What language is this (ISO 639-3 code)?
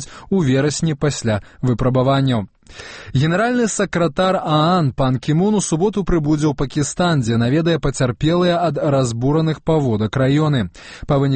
bel